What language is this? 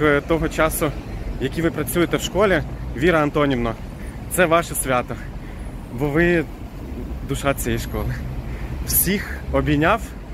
Ukrainian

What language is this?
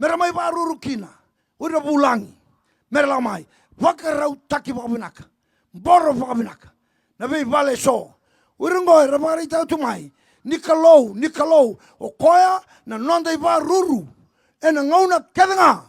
Fijian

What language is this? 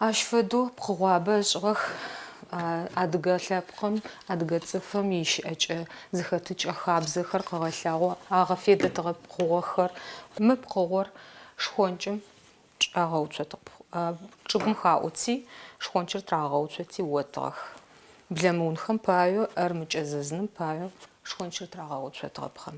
Adyghe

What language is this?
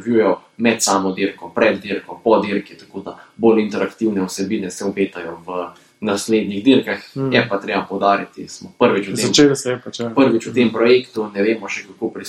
Slovenian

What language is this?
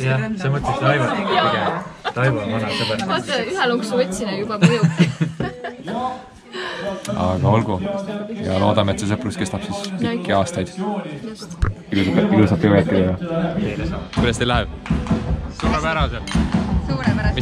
Estonian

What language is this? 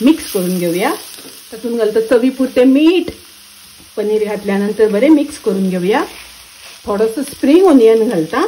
Konkani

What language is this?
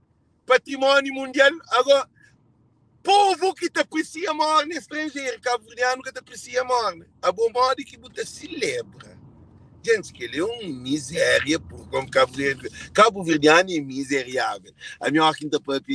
Kabuverdianu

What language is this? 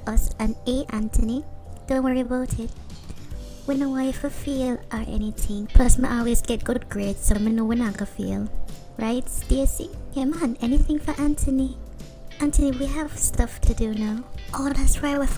Jamaican Creole English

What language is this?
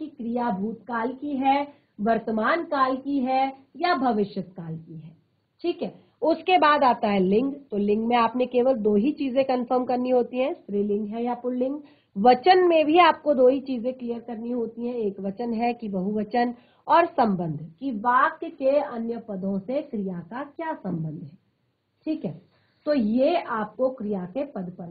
Hindi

